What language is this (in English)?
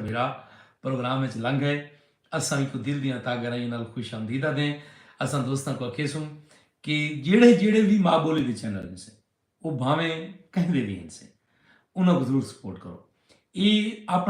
Saraiki